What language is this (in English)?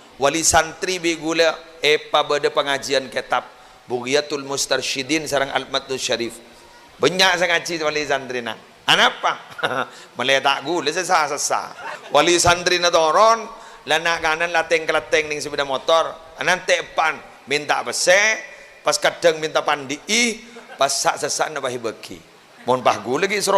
Madurese